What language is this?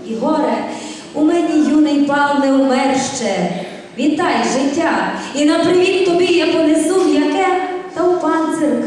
Rusyn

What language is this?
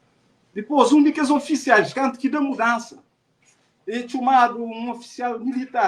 Kabuverdianu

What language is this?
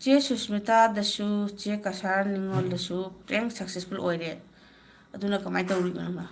Manipuri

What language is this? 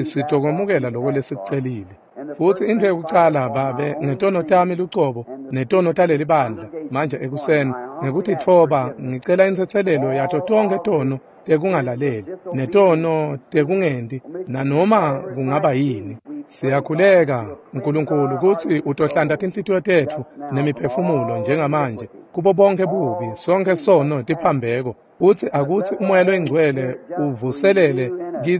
Swati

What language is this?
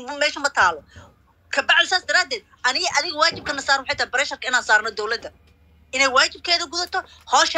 Somali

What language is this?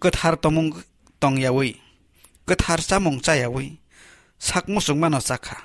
Kok Borok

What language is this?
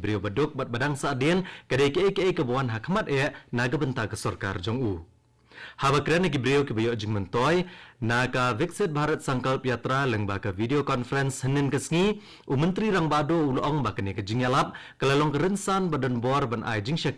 Khasi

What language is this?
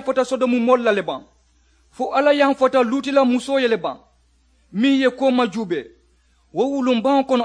Mandingo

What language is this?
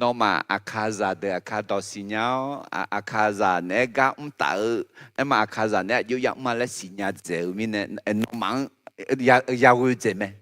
Akha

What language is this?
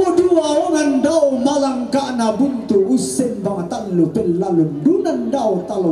Toraja-Sa'dan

